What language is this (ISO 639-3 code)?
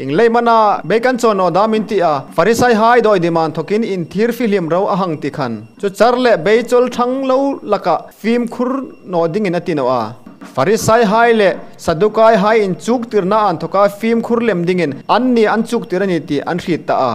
hmr